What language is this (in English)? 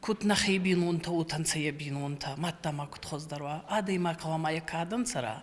Ossetic